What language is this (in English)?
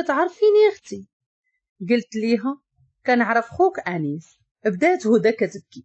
Moroccan Arabic